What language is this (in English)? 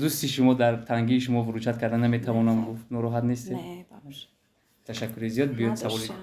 Tajik